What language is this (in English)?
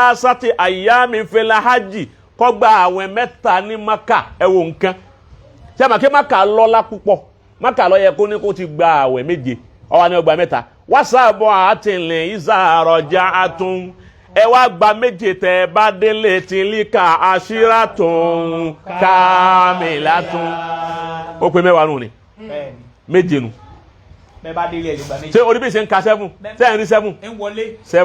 Yoruba